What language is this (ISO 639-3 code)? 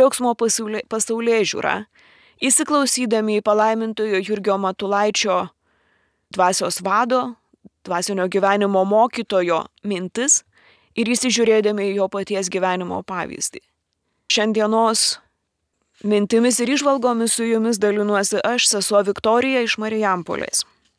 lit